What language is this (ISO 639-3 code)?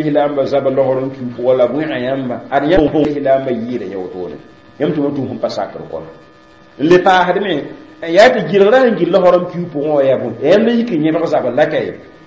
mos